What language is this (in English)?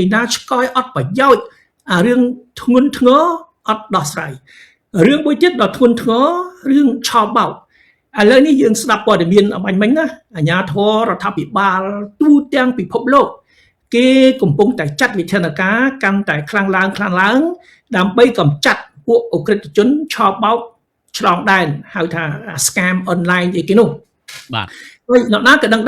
Khmer